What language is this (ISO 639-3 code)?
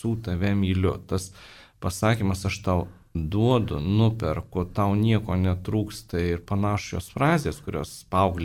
lit